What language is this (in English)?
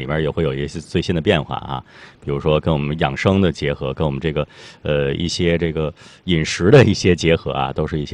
Chinese